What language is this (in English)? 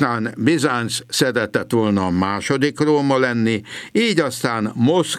Hungarian